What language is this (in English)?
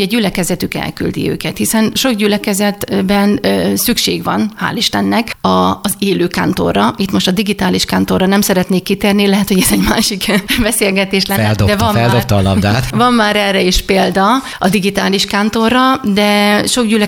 Hungarian